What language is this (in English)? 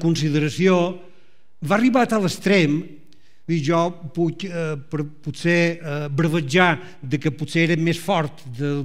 Catalan